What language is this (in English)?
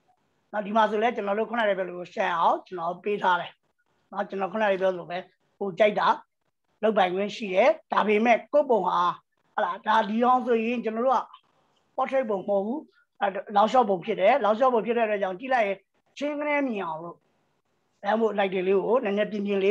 Burmese